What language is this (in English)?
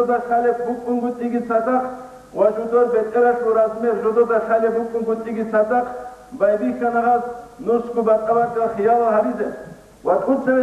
Avaric